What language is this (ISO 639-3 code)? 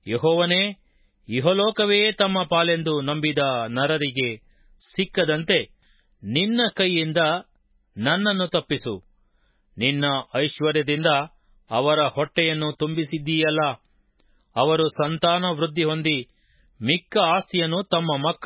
kan